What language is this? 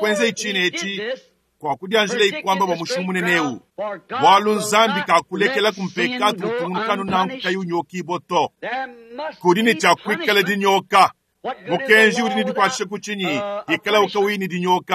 Luba-Lulua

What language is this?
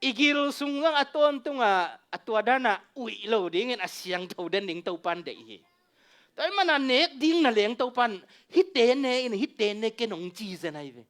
Tedim Chin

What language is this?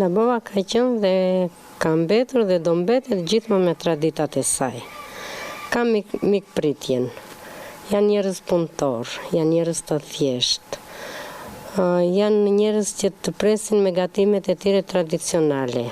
Albanian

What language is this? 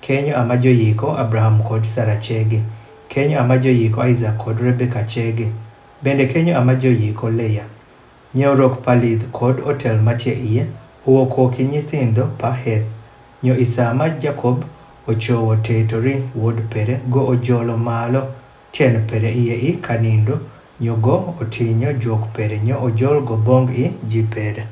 Adhola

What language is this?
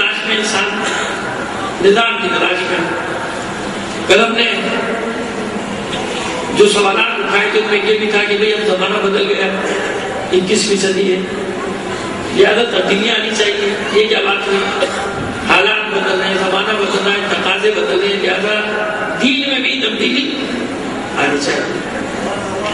Urdu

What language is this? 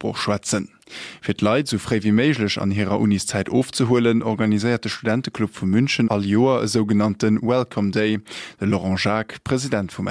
Luxembourgish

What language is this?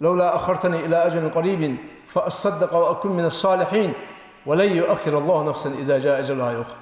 Ingush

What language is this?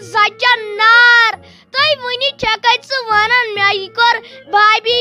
Kashmiri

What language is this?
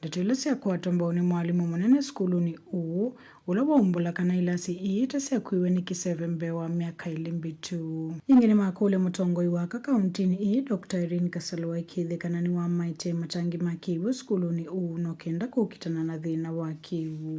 Kamba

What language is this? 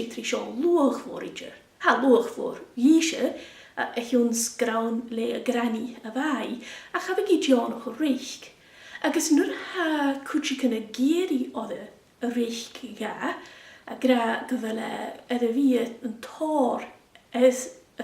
Scottish Gaelic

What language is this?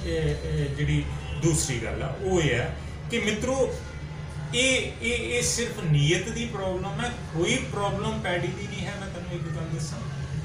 Punjabi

